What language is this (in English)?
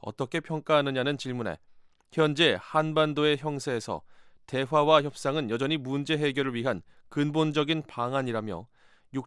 Korean